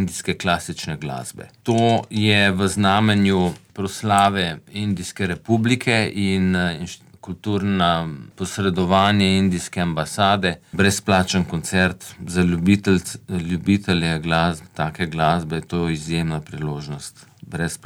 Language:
Slovenian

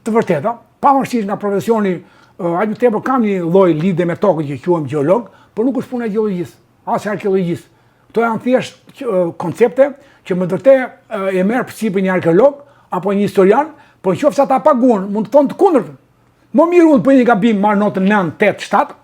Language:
Albanian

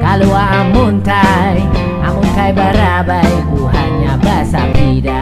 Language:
Banjar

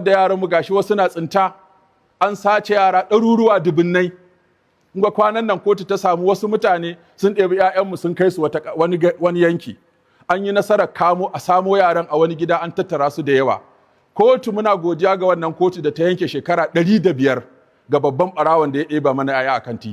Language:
Hausa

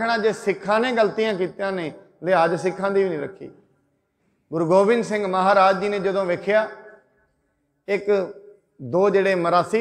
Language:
Punjabi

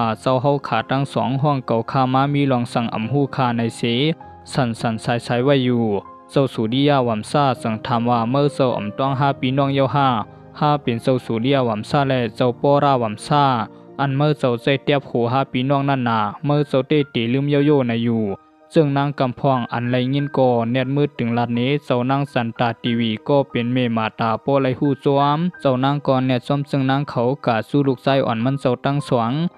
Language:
Shan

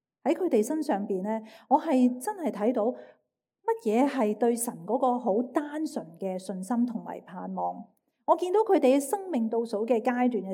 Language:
Cantonese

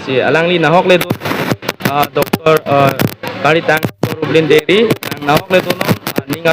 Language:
Karbi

